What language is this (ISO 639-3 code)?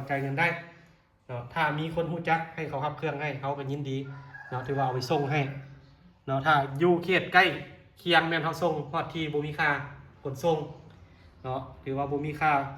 lao